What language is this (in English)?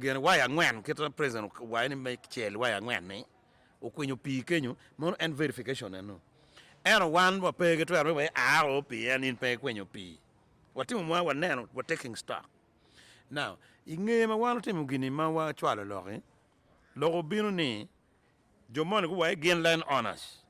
Acoli